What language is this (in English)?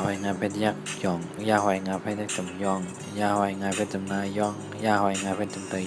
Shan